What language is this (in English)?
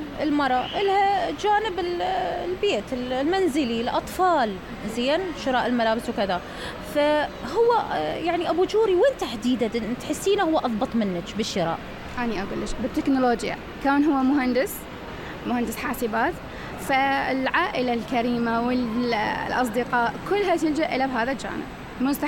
Mesopotamian Arabic